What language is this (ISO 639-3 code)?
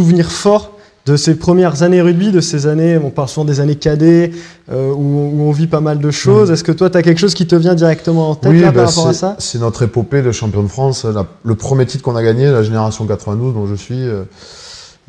fra